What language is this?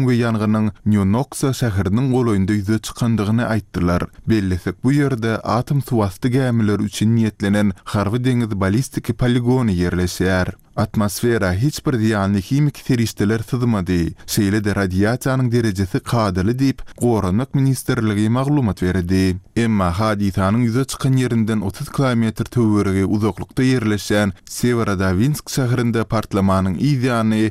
Turkmen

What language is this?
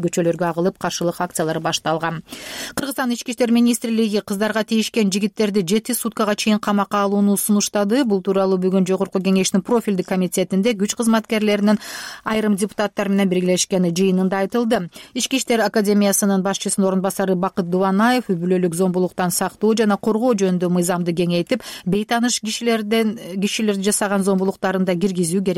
Kyrgyz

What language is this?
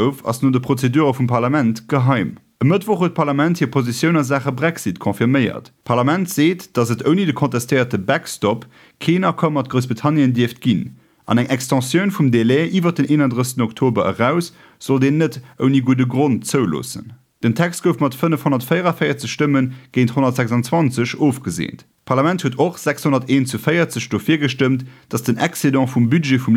Luxembourgish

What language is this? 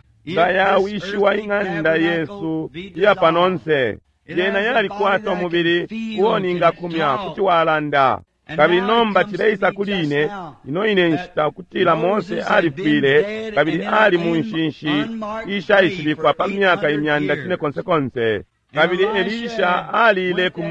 Bemba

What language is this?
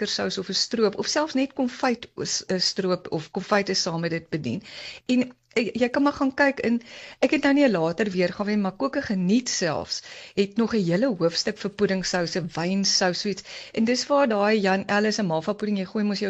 Afrikaans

